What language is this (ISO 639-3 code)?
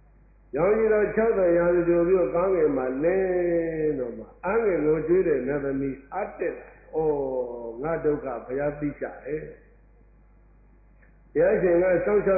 mya